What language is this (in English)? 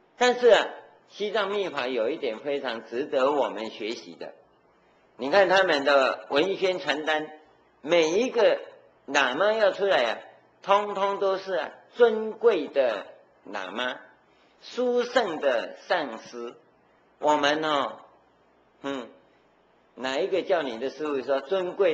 Chinese